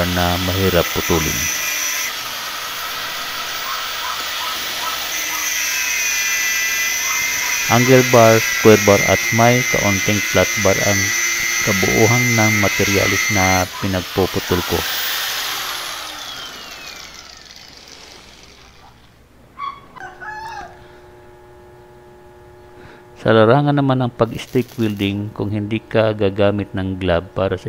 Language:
Filipino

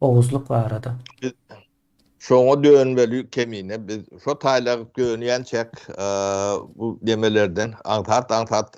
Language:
Turkmen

